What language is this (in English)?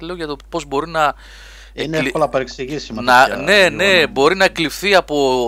Greek